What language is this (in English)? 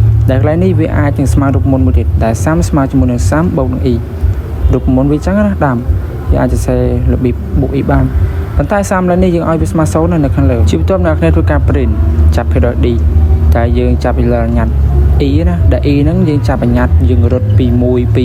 Khmer